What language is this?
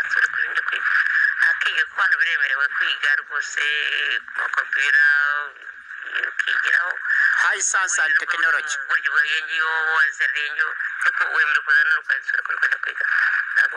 Kinyarwanda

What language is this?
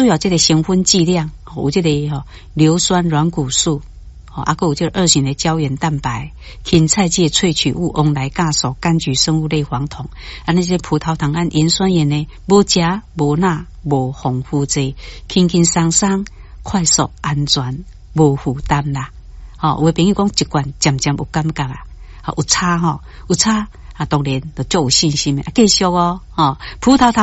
Min Nan Chinese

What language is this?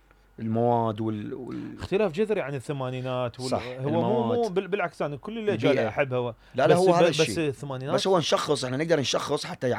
Mesopotamian Arabic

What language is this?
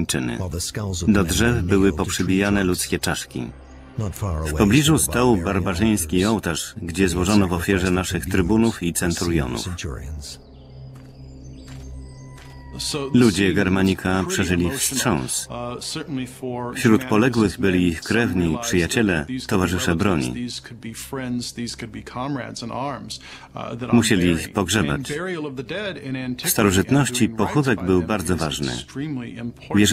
Polish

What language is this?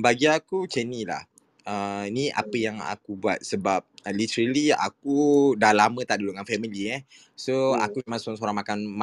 Malay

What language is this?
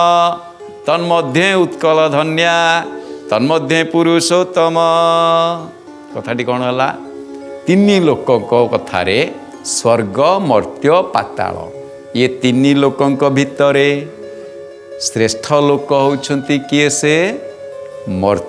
Odia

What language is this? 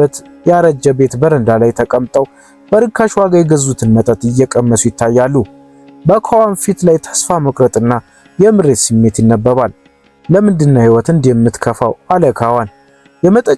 Amharic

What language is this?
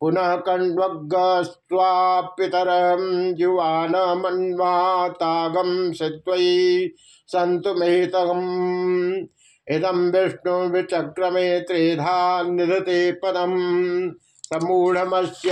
Sanskrit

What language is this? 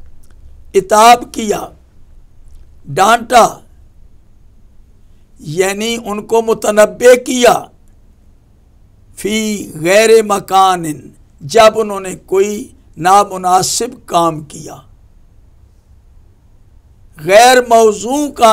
Urdu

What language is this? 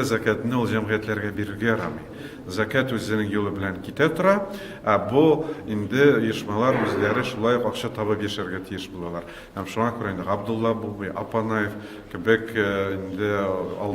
Tatar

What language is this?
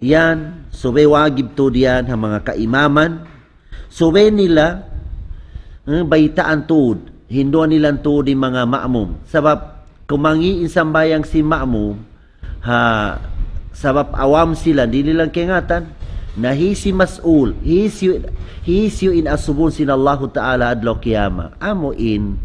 Tausug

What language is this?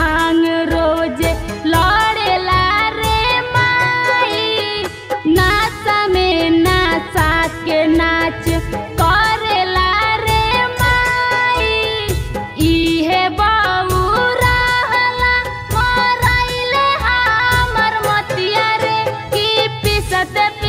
Bhojpuri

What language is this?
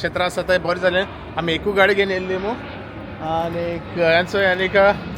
Konkani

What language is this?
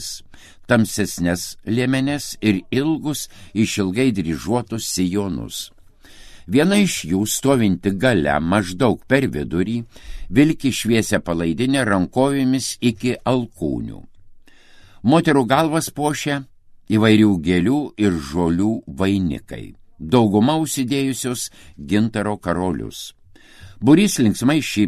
Lithuanian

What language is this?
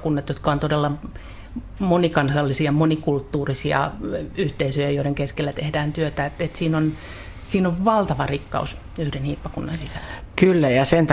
Finnish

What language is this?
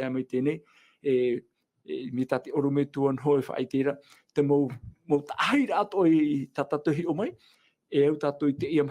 Tahitian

